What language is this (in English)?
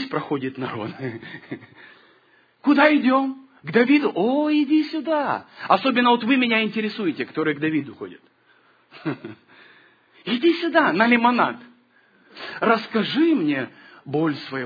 Russian